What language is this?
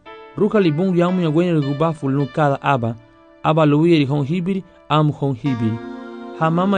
Garifuna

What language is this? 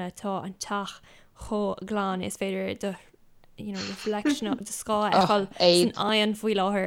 Irish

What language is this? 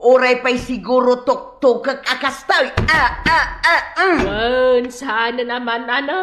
Iloko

